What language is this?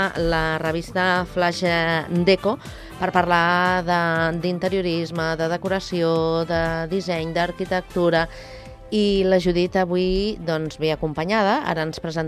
Catalan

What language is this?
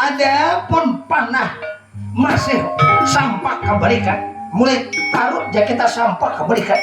Banjar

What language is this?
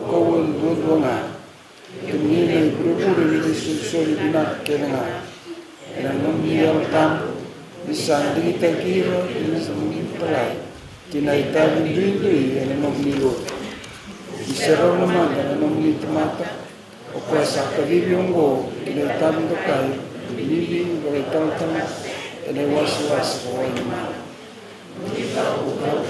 Fijian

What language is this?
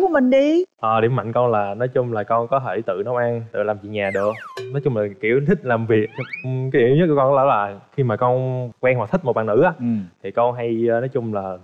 Vietnamese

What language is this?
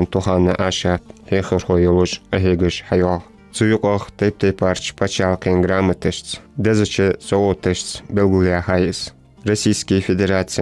Ingush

